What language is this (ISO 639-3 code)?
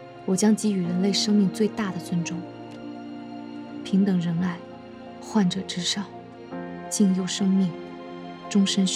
zho